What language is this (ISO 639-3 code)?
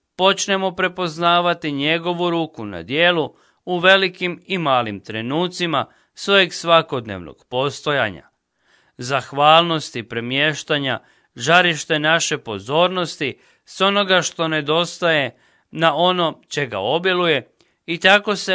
hrv